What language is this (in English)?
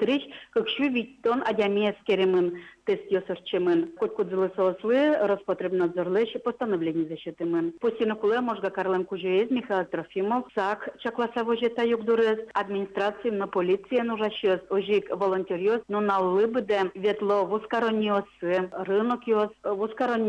Udmurt